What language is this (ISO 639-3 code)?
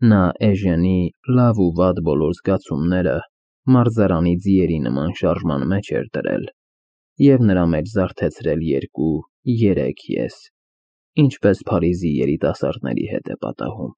hye